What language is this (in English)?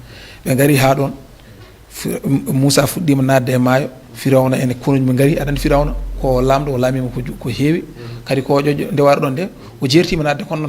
Fula